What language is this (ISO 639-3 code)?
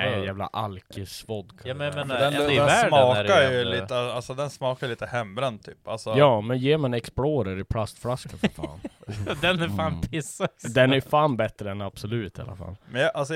swe